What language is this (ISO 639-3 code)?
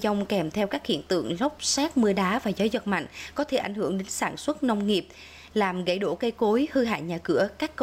vie